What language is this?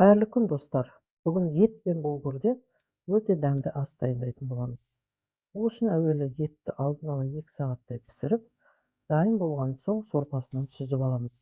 Kazakh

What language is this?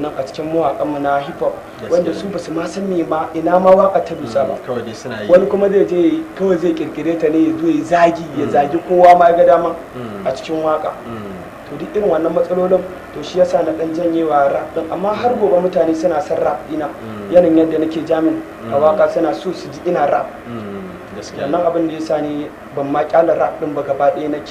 Hausa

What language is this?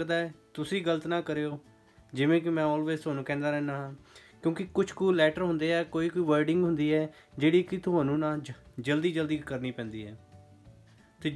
Punjabi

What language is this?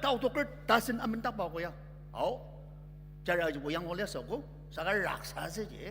Ao Naga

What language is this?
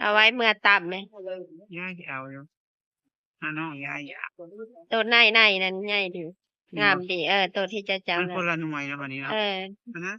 Northeastern Thai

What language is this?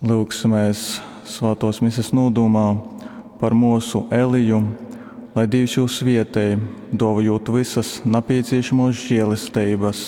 Latgalian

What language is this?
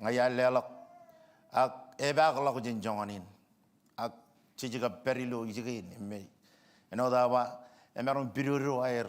Marshallese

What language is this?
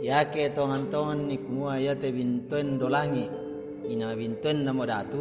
Toraja-Sa'dan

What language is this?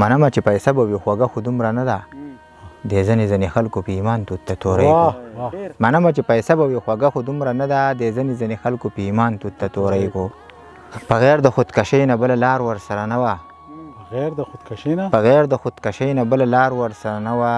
Pashto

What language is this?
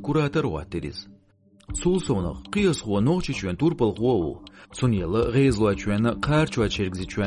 Chechen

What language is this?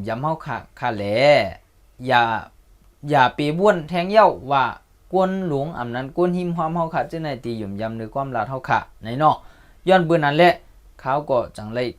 Shan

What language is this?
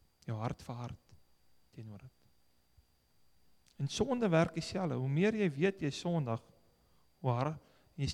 Afrikaans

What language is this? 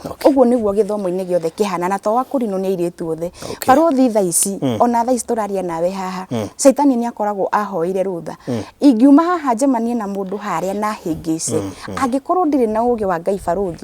Kikuyu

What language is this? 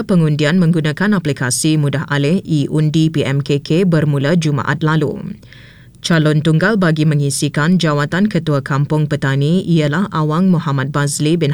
Malay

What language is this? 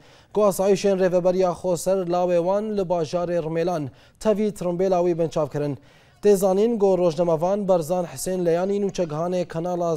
Kurdish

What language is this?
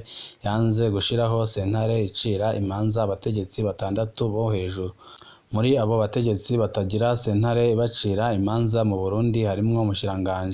Rundi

